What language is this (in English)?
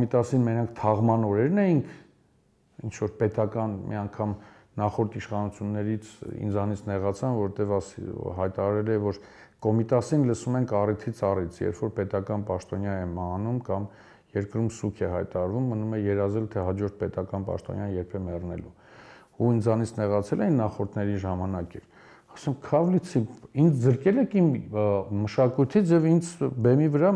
Armenian